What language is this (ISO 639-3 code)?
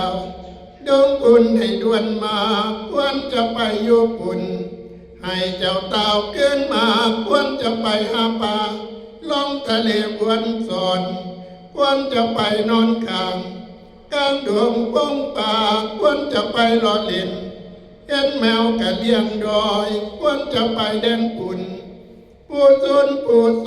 tts